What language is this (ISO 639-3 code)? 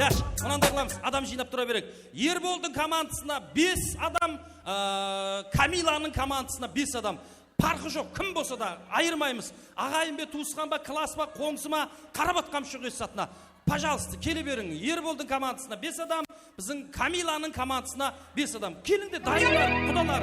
kaa